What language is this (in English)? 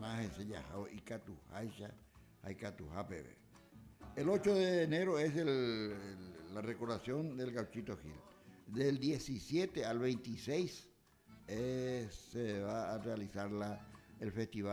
Guarani